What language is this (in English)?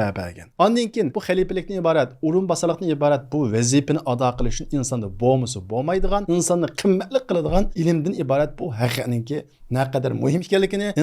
Uyghur